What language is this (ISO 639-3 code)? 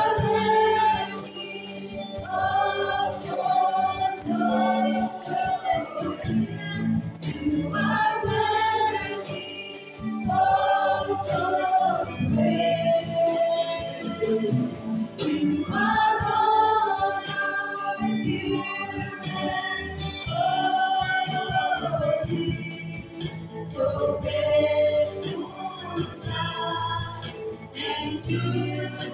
eng